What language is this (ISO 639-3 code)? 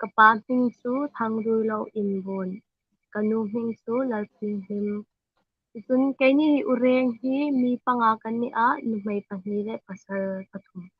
hmr